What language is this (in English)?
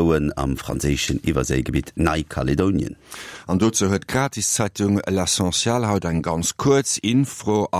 Luxembourgish